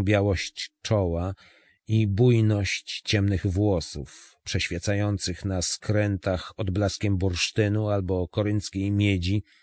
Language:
Polish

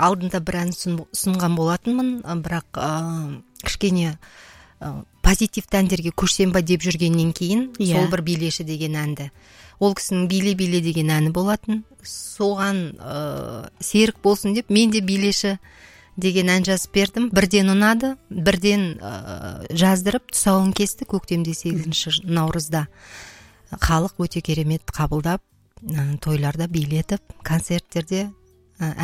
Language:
Kazakh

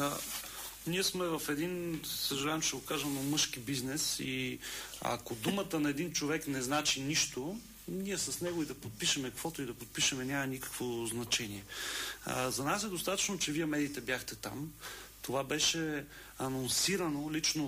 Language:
Bulgarian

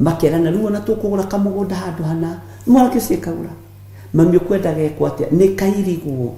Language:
Kikuyu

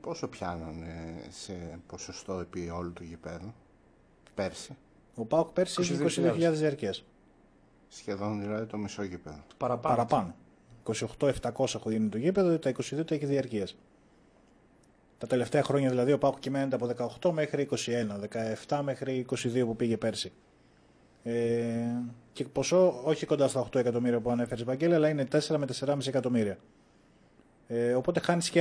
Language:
Greek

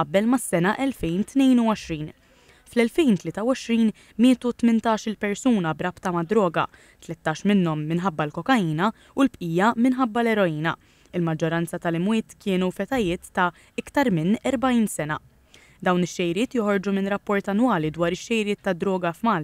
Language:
Maltese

